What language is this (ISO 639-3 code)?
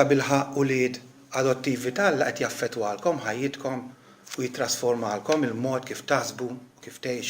mlt